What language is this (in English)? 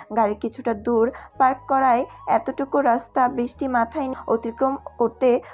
Bangla